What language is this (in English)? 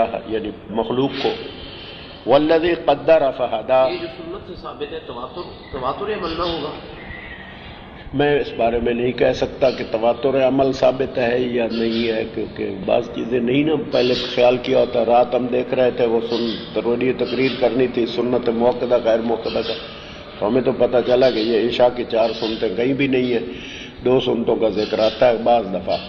Urdu